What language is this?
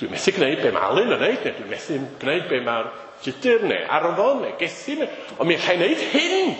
Welsh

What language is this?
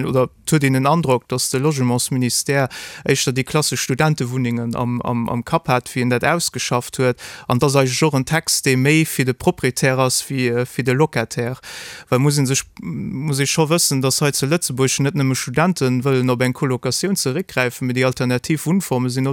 Luxembourgish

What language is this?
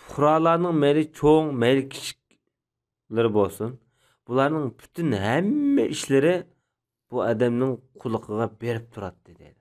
Uyghur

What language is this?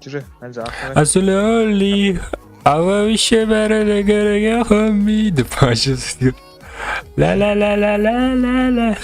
Kara-Kalpak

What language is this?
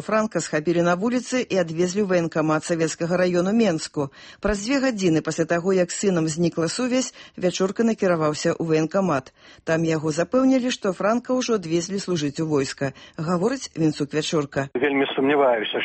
Belarusian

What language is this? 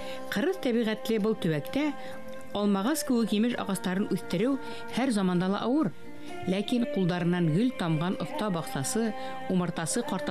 Bashkir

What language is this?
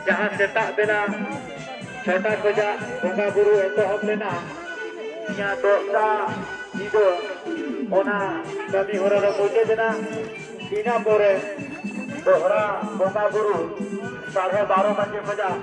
Santali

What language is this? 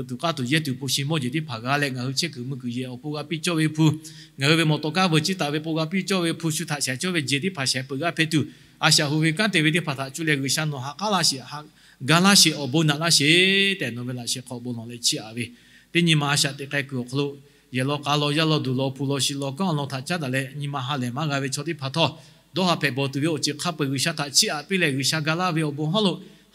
Lahu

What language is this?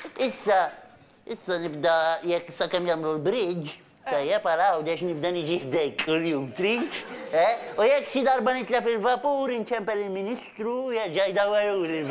Maltese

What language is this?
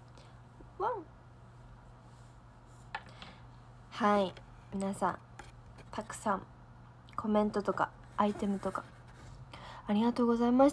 Japanese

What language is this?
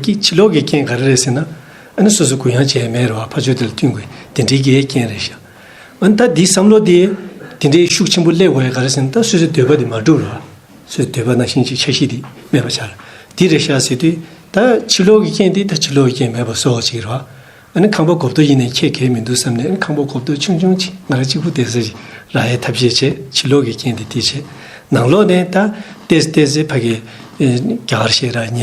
Tibetan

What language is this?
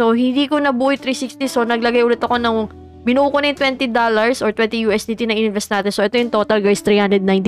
Filipino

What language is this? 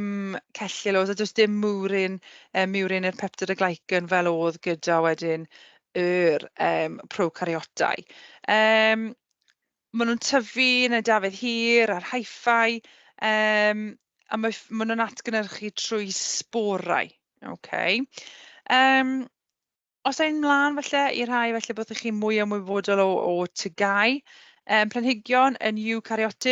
Welsh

